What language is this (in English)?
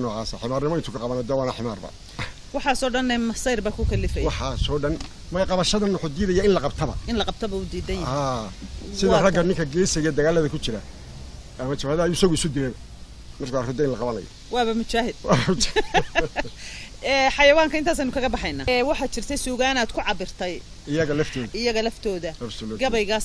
Somali